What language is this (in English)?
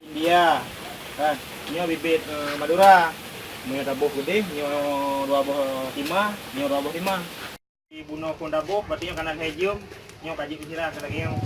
Achinese